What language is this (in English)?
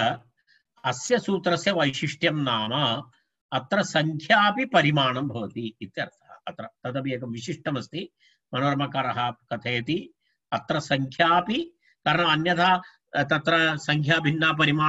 Sanskrit